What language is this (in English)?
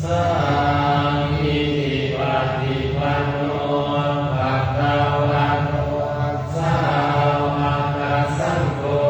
Pali